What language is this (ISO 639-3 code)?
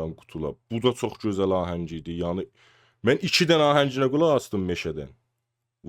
azb